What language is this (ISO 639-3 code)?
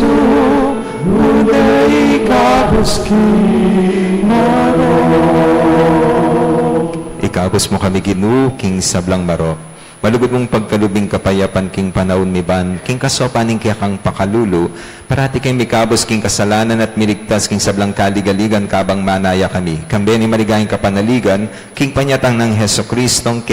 pam